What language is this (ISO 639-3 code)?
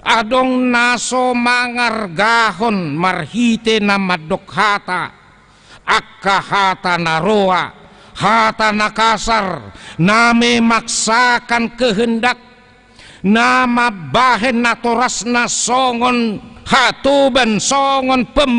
bbc